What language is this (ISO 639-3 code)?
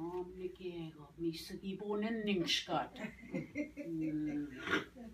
oji